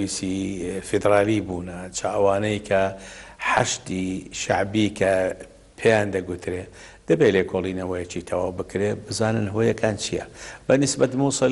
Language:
Central Kurdish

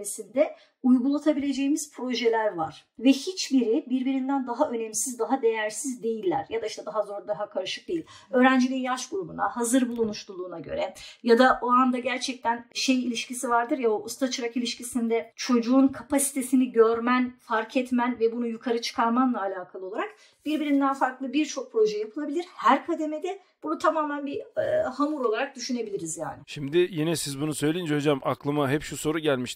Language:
Turkish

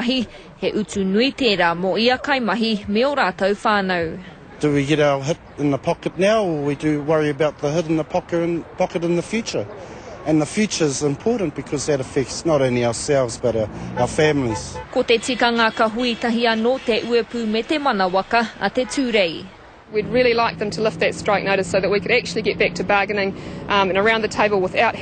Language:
Māori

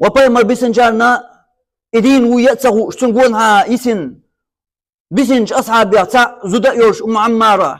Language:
Chechen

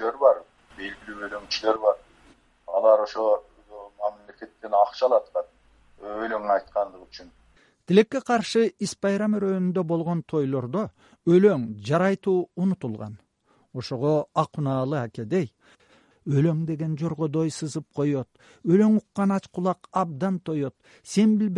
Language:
Kyrgyz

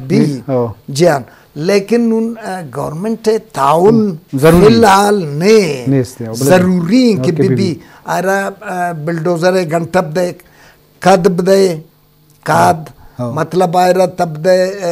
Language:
Eastern Balochi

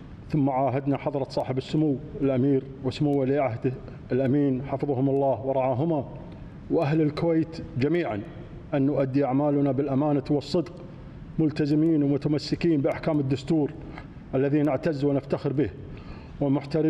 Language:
Arabic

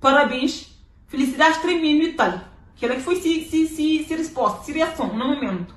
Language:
Kabuverdianu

